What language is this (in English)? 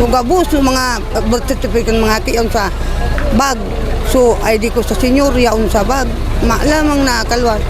Bikol